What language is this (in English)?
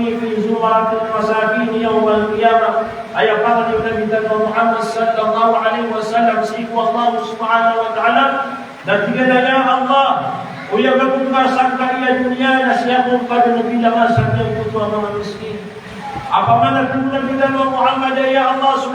Maranao